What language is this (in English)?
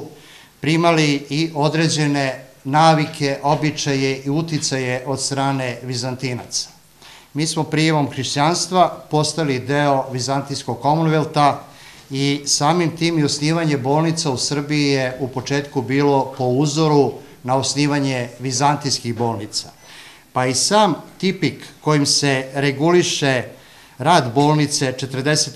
Serbian